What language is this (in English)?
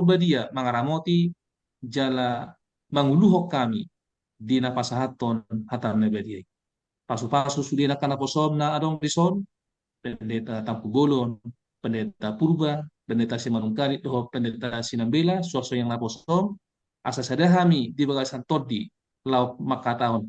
Batak Toba